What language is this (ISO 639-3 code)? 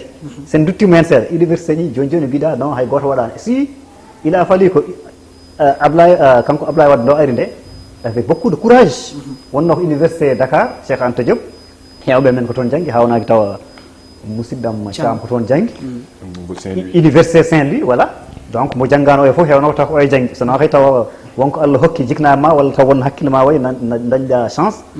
ful